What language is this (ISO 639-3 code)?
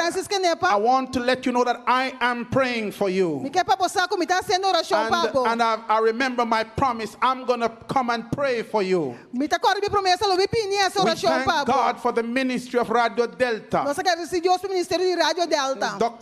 pap